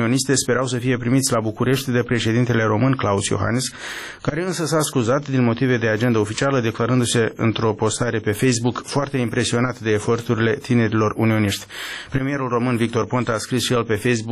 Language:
Romanian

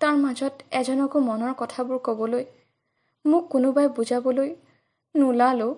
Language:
Assamese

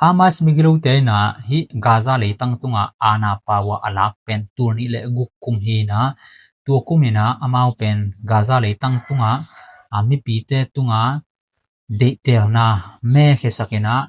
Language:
Tedim Chin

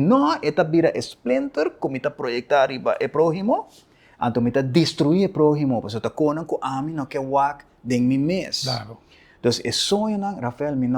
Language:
Papiamento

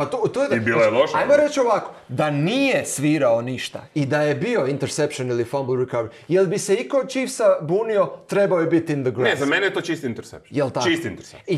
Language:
Croatian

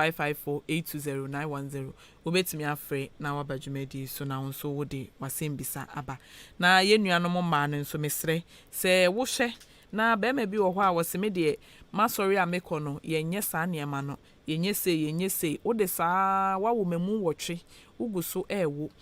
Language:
Akan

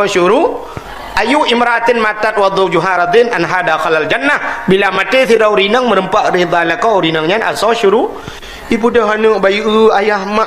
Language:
Achinese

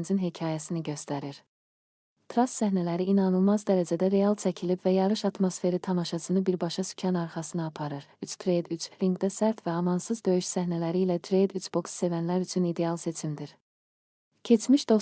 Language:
Azerbaijani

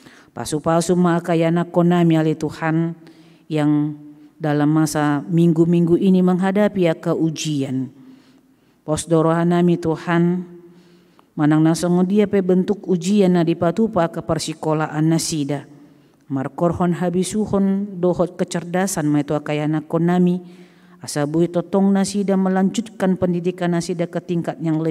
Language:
Batak Toba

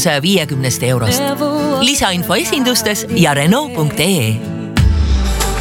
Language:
Estonian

